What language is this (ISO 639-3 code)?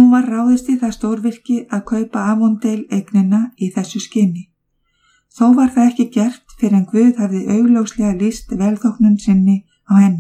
isl